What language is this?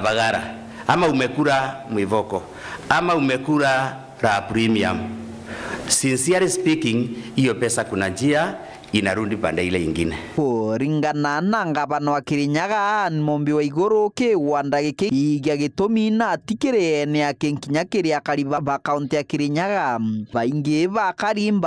Meru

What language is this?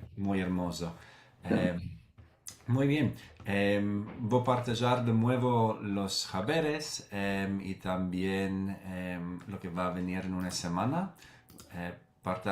Ladino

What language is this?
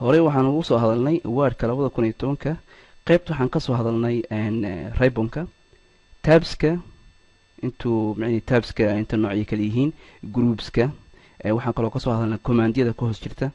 Somali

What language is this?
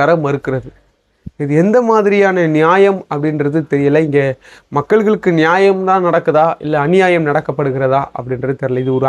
Tamil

